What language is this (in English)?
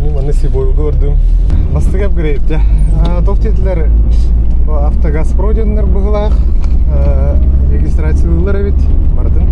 Yakut